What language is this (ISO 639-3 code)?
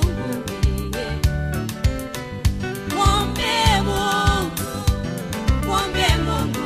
swa